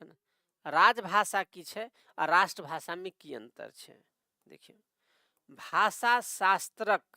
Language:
Maithili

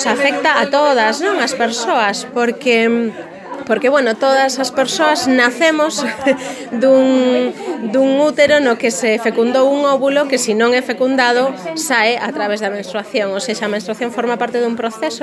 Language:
Galician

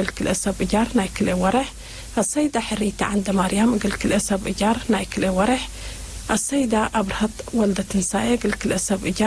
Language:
Tigre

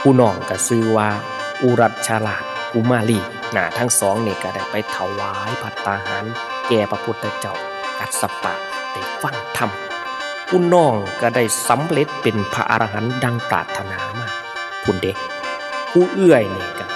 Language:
Northeastern Thai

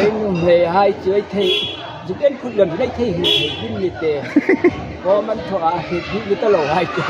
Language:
Hmar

